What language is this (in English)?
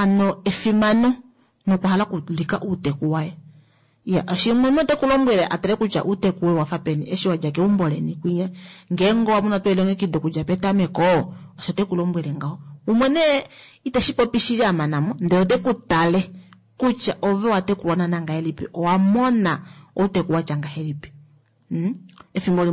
Kuanyama